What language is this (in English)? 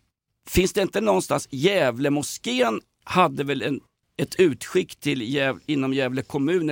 Swedish